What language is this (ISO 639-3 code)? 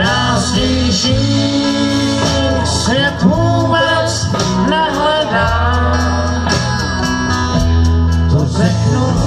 ces